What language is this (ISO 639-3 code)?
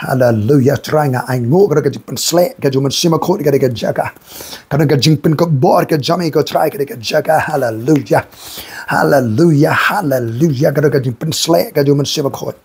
kha